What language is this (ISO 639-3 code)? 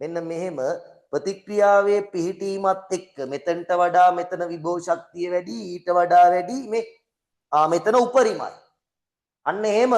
sin